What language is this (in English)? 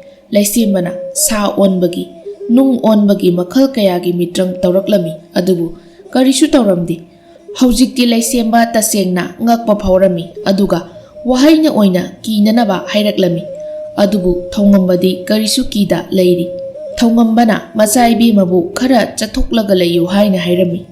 Manipuri